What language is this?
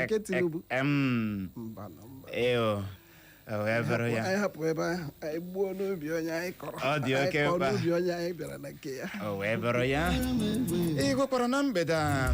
Igbo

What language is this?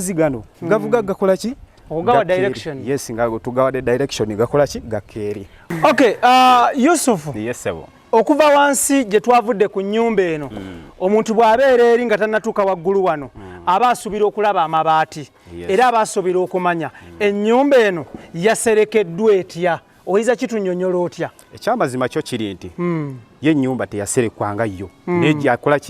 Ganda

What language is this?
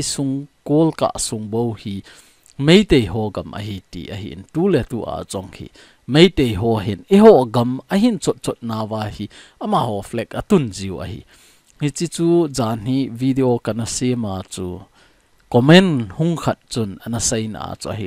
Thado Chin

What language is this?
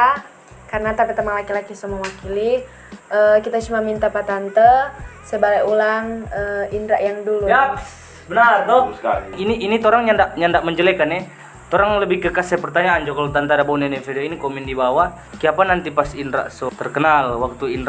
Manado Malay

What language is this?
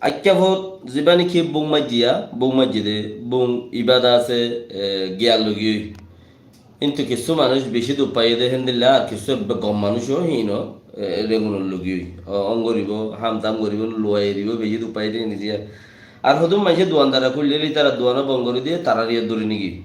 Rohingya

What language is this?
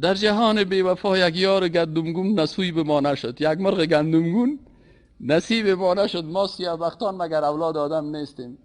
Persian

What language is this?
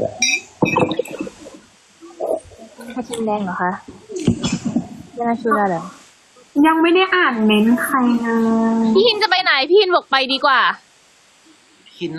Thai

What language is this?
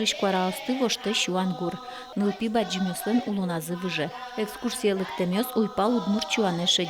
Udmurt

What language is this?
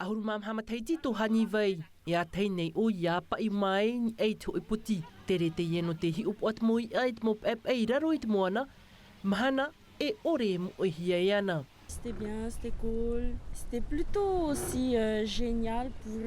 Tahitian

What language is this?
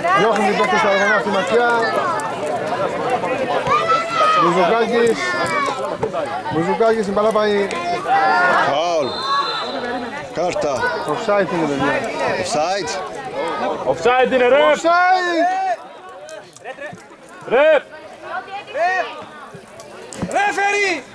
Greek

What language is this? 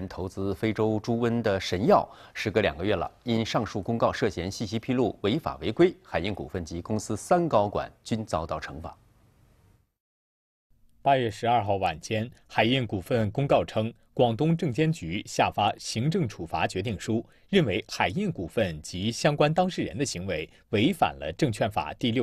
Chinese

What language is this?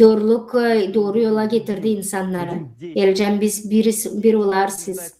Gagauz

